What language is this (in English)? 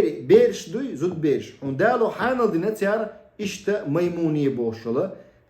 Chechen